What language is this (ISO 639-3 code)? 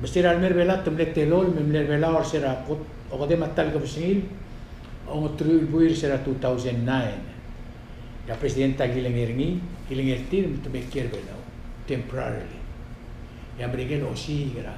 pau